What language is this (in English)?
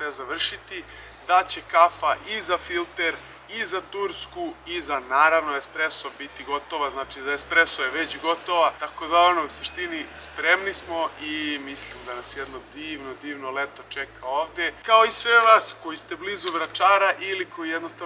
Serbian